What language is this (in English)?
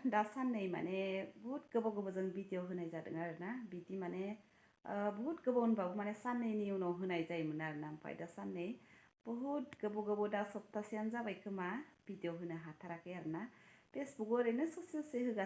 Bodo